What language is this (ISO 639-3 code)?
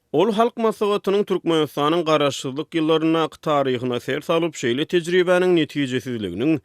tuk